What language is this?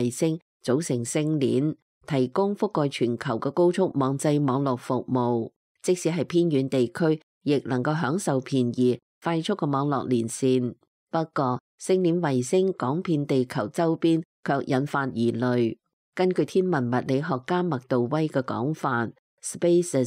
Cantonese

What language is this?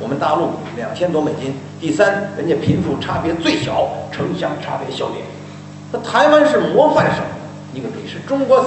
Chinese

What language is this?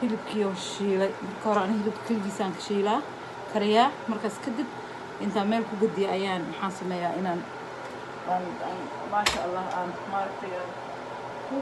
Somali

